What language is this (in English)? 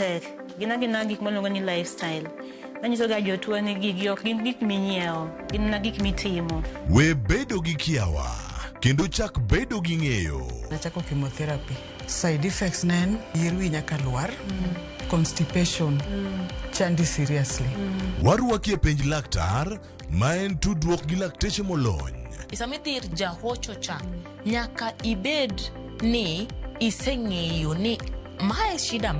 Luo (Kenya and Tanzania)